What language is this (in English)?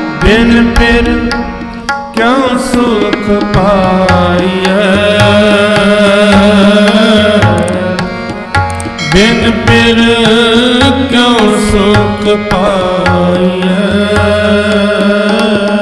Punjabi